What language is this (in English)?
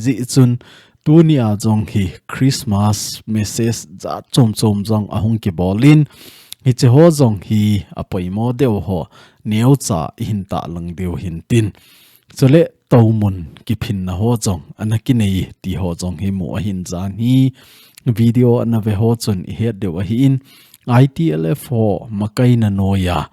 Thado Chin